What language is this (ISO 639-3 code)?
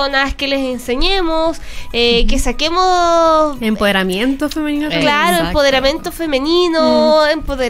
spa